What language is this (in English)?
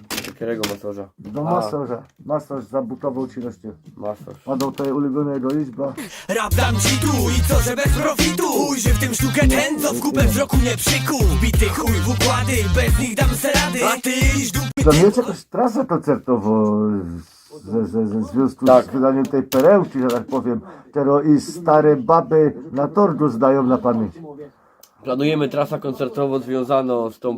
Silesian